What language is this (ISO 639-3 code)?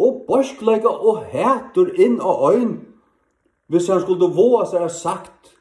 fao